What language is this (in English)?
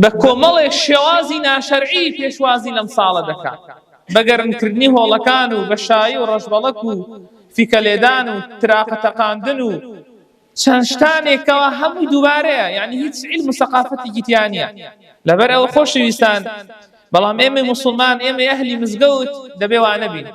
Central Kurdish